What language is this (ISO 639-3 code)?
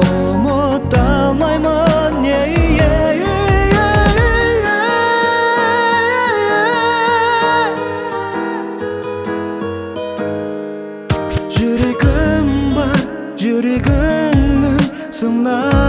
kaz